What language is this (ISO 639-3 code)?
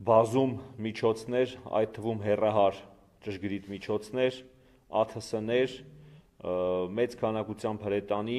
hye